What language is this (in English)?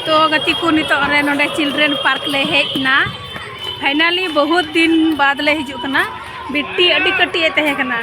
Santali